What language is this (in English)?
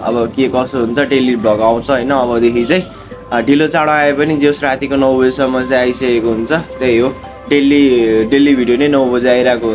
Nepali